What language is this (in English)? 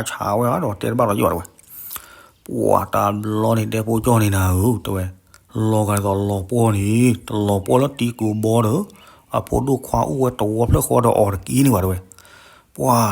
S'gaw Karen